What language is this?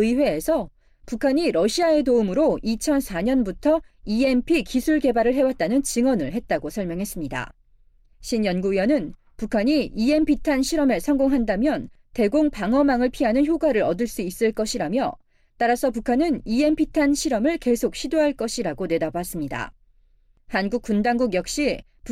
Korean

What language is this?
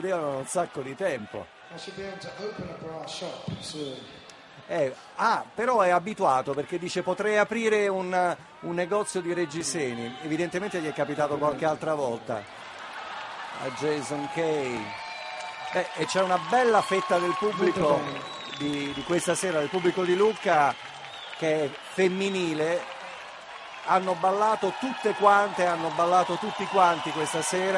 Italian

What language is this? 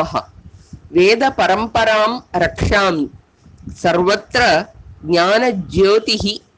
Sanskrit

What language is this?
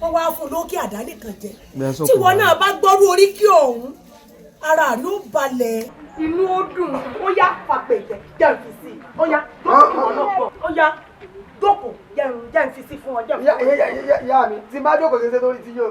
Yoruba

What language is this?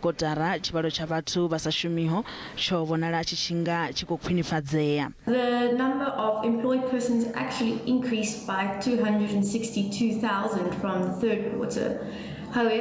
Venda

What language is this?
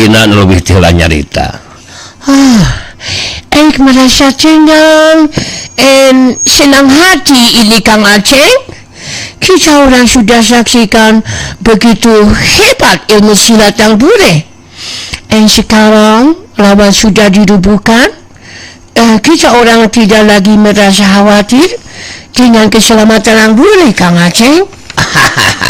Sundanese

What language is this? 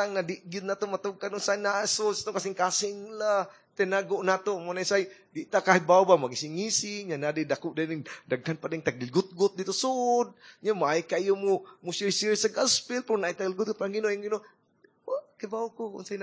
Cebuano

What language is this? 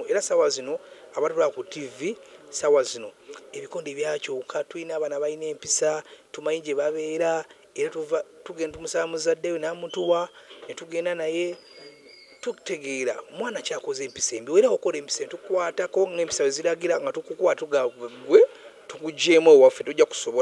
Ganda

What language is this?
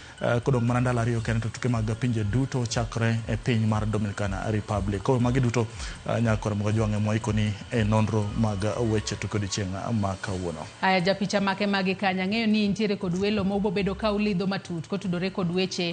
Luo (Kenya and Tanzania)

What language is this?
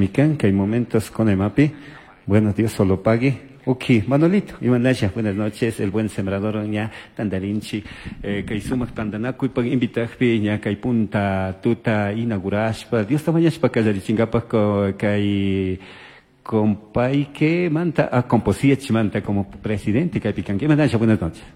Chimborazo Highland Quichua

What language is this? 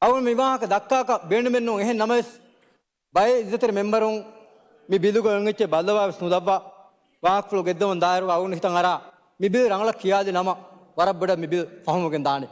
Divehi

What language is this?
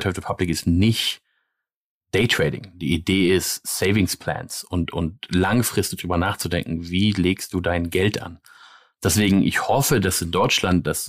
German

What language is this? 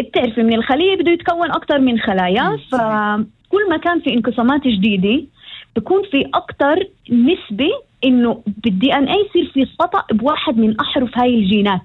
North Levantine Arabic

